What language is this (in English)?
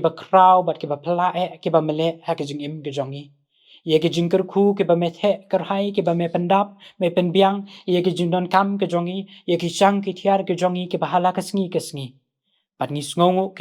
Khasi